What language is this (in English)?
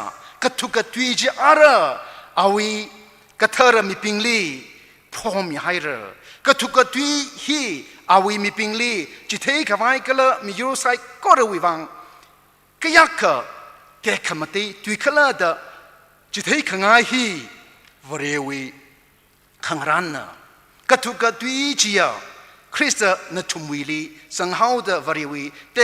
Tangkhul Naga (India)